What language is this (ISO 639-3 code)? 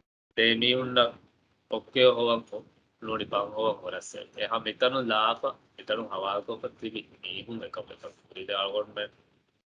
div